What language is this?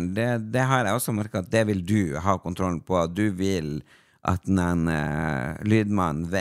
Norwegian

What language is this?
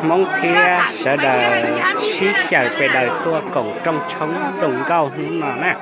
Hmong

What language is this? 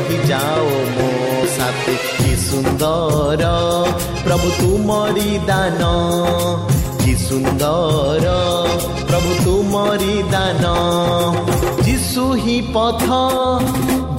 Odia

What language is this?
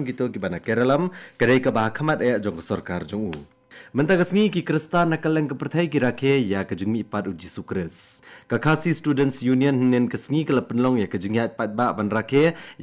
Khasi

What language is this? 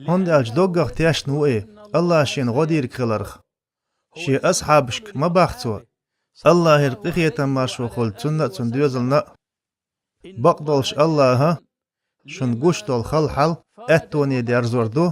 Chechen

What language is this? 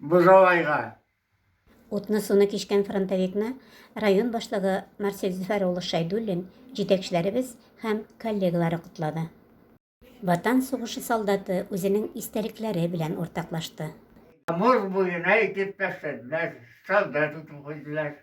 Tatar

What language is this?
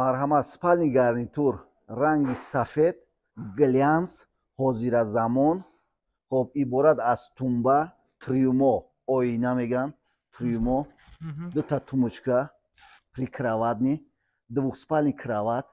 Tajik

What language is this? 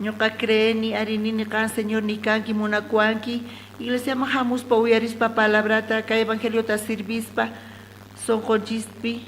South Bolivian Quechua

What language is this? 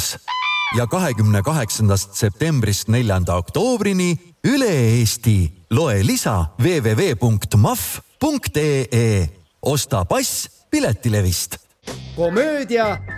Estonian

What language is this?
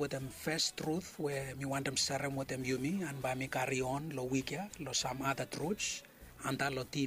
Bislama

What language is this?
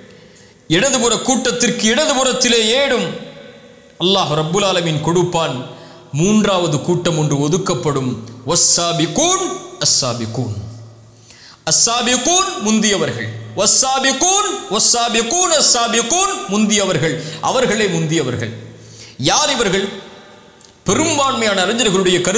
Tamil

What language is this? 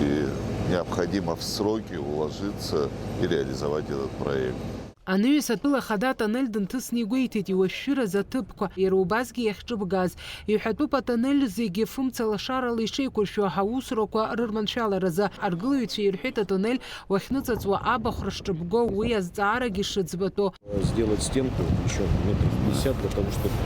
Abkhazian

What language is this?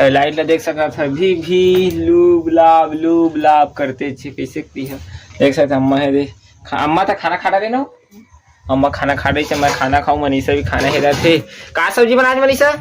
Chhattisgarhi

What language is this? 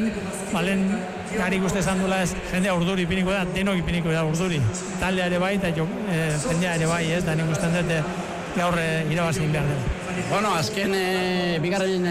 Basque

